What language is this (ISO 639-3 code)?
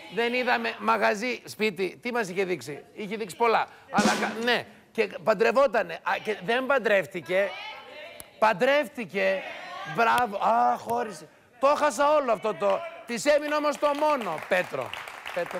ell